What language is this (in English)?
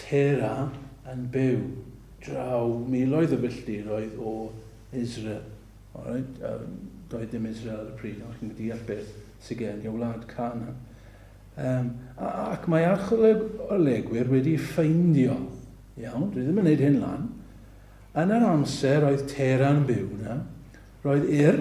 Welsh